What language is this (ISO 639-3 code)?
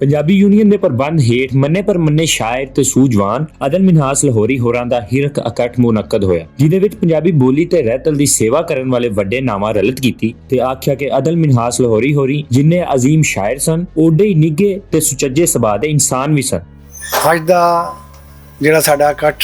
lah